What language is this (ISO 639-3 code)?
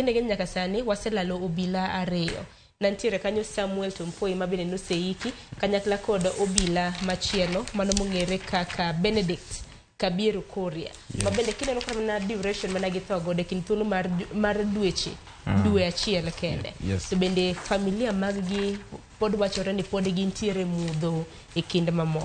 luo